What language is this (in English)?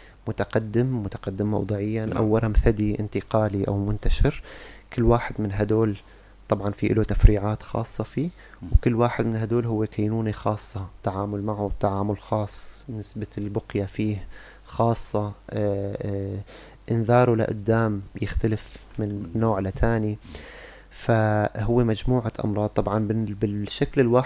North Levantine Arabic